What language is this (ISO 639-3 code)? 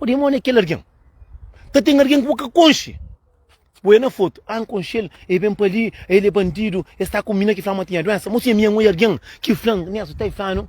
kea